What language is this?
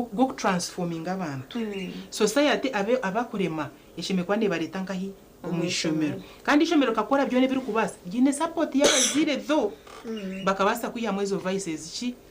Nyankole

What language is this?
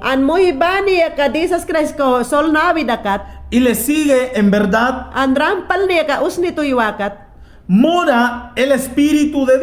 Mayangna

